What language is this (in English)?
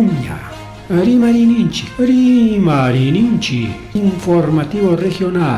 Ayacucho Quechua